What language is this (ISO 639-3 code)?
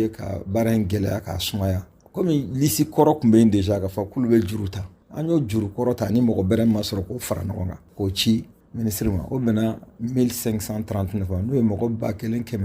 bam